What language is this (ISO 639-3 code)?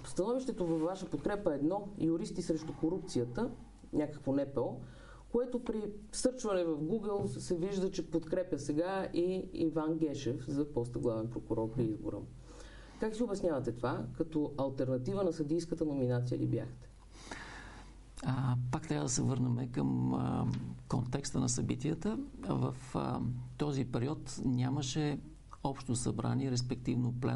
bul